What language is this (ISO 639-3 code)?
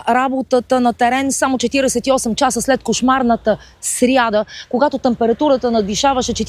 bul